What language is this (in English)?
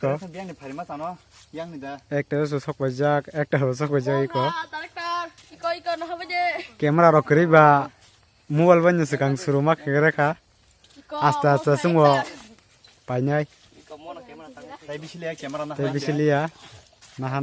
Kok Borok